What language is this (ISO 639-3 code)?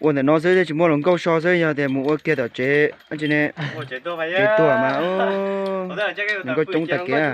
hmn